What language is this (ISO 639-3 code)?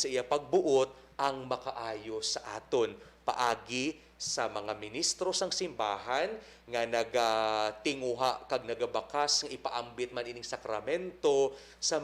hil